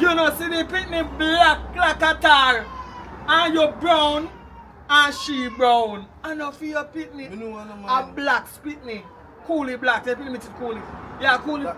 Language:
Jamaican Creole English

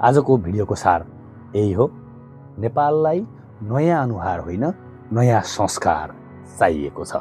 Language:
Nepali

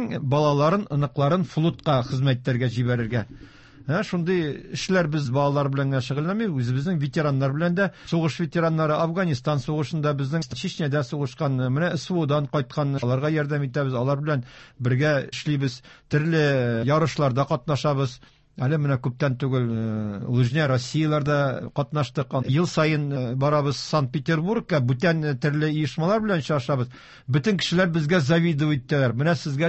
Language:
Tatar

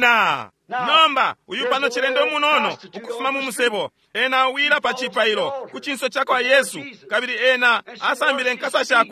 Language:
Bemba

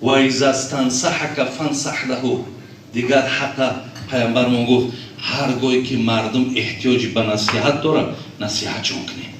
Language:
Tajik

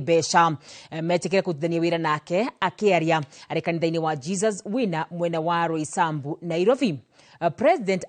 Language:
Kikuyu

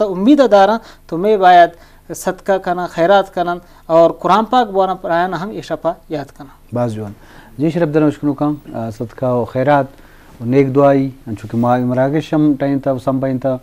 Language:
Eastern Balochi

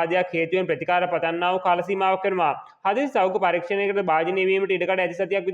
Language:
Sinhala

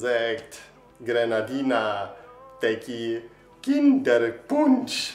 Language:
Upper Sorbian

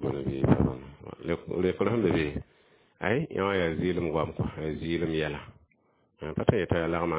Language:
Mossi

